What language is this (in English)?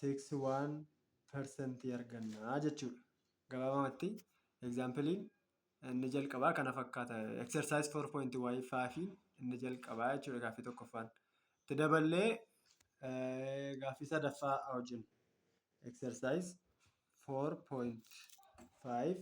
Oromo